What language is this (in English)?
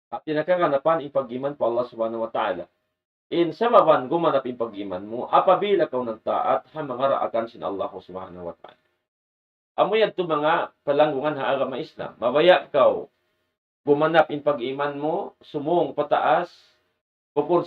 Tausug